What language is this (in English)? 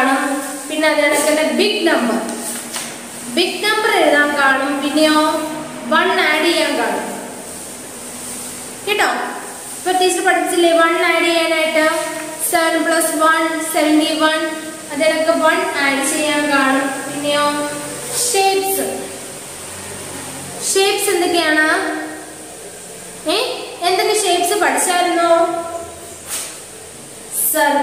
Malayalam